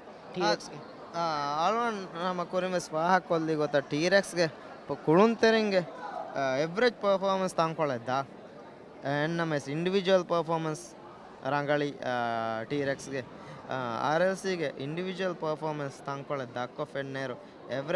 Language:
Divehi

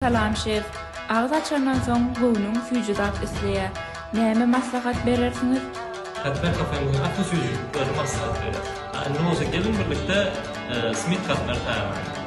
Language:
Turkmen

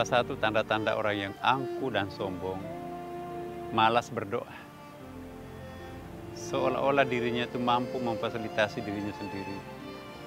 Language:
Indonesian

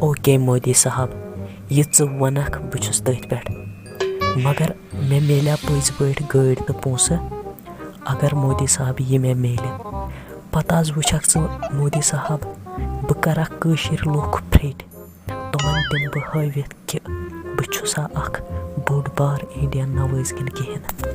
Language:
Kashmiri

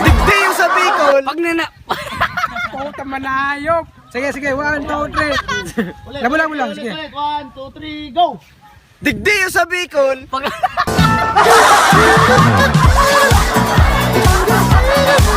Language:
Bikol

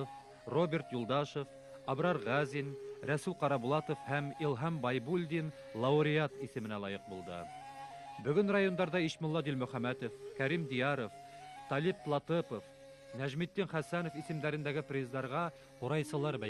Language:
Bashkir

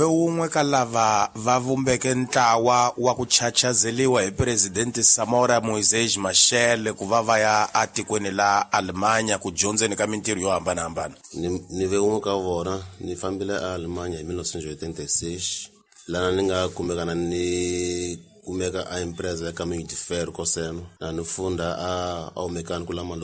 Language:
Tsonga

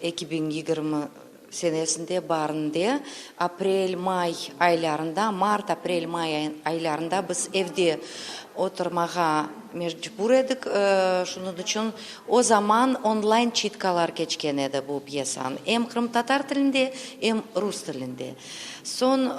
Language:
Crimean Tatar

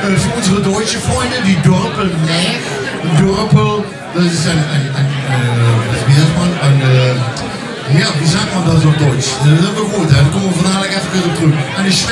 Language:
Limburgish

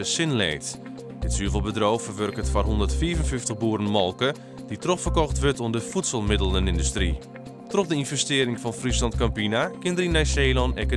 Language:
Western Frisian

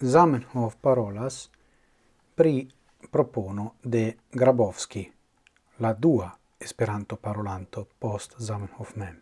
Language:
Esperanto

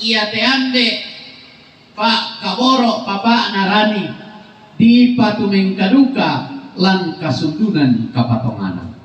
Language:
Toraja-Sa'dan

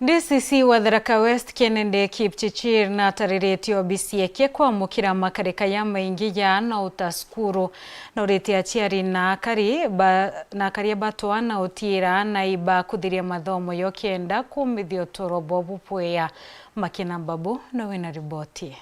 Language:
Meru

